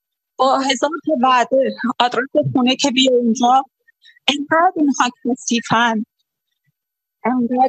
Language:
Persian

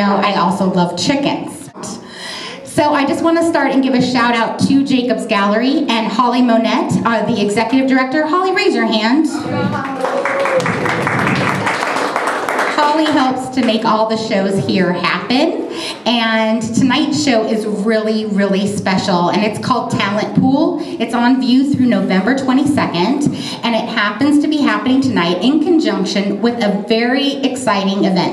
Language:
English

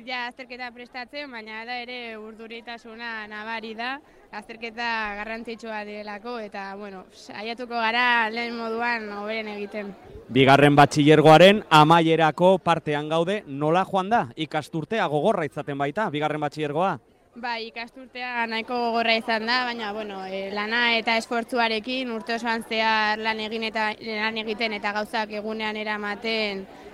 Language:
Basque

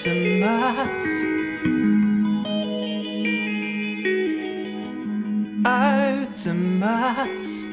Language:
Dutch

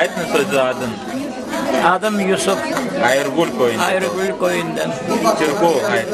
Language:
Crimean Tatar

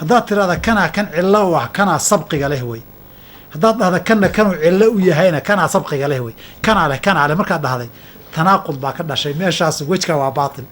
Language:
Somali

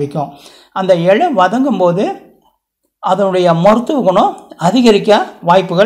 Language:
Tamil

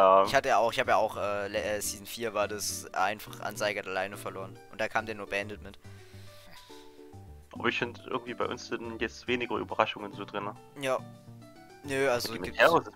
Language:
German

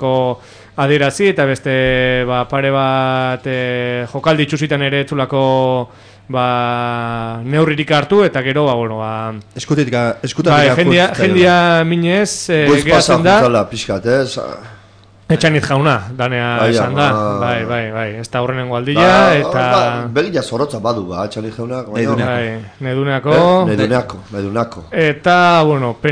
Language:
Basque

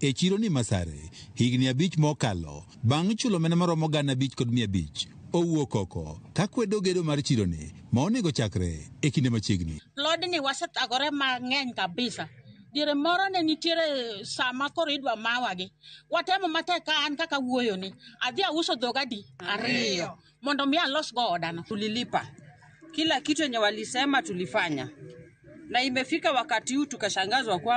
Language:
Luo (Kenya and Tanzania)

